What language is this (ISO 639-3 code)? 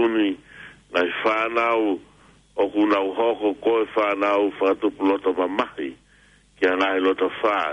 ton